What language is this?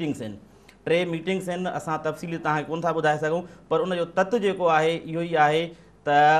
Sindhi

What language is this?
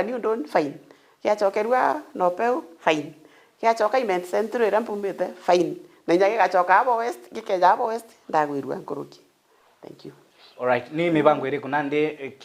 Meru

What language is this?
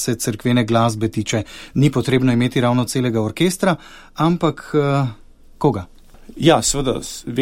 Slovenian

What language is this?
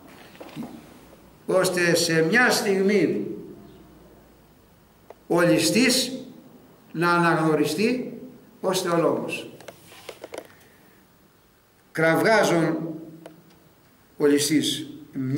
Greek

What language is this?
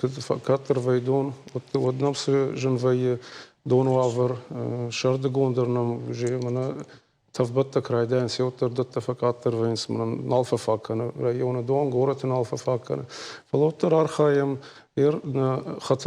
Ossetic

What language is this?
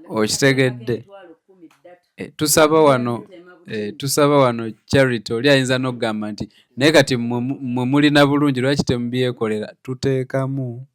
Ganda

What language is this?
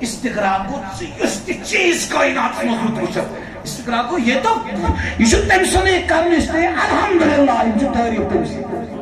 Kashmiri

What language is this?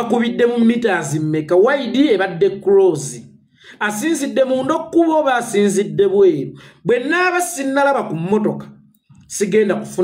Ganda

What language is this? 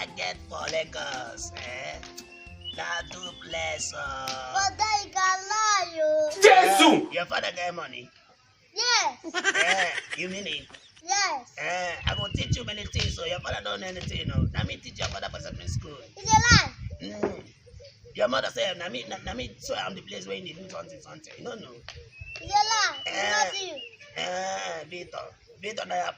Nigerian Pidgin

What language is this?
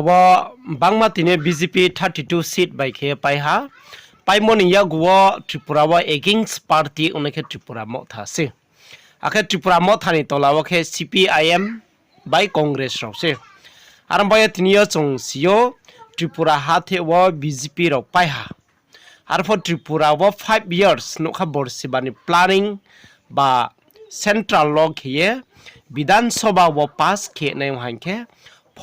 Riang (India)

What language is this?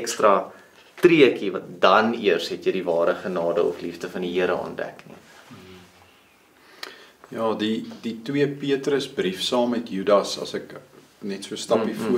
Afrikaans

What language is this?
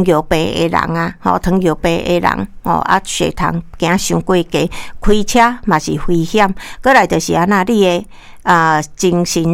Min Nan Chinese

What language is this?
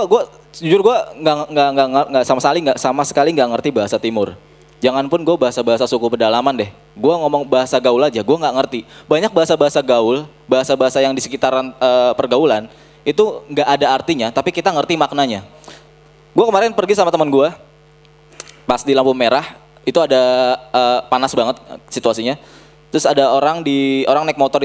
Indonesian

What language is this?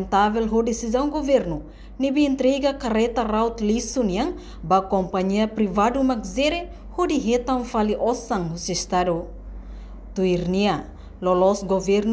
Tetum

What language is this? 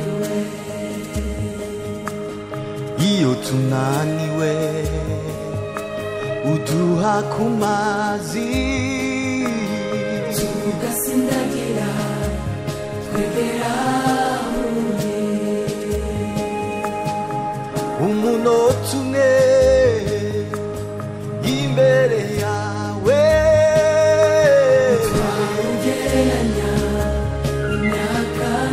Kinyarwanda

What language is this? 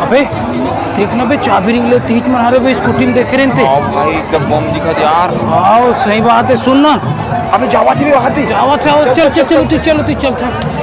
Chhattisgarhi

